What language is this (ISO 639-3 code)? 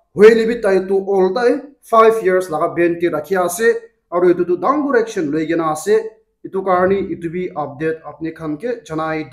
nag